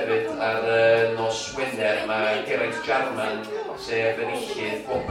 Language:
Welsh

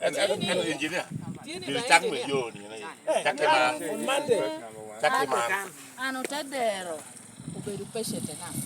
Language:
Lango (Uganda)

